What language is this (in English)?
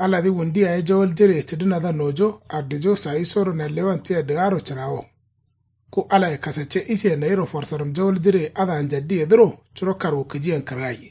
Kanuri